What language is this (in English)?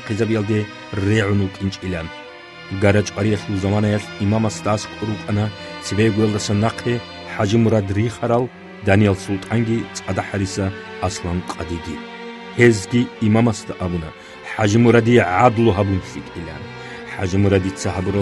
Avaric